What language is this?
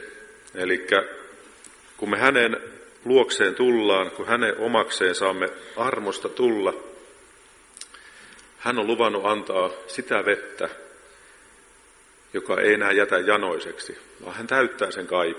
Finnish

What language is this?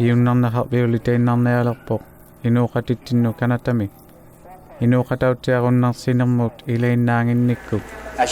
Inuktitut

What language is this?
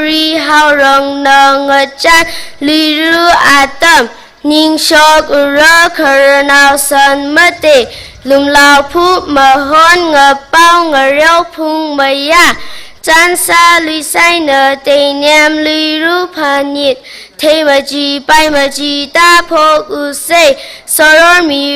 Tangkhul Naga (India)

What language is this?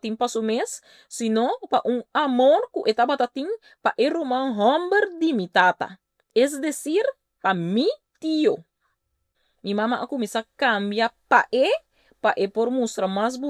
Papiamento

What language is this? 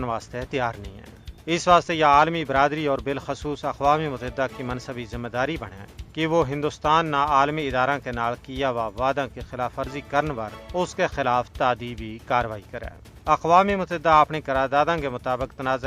Gujari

